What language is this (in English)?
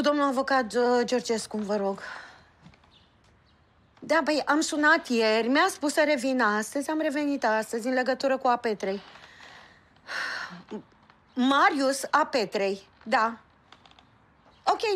Romanian